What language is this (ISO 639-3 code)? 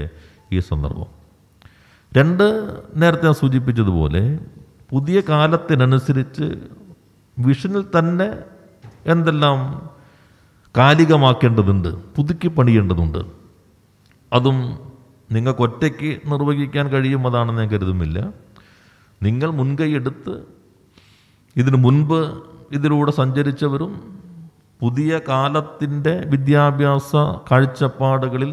mal